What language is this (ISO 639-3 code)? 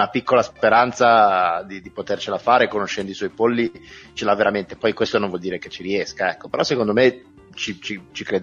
ita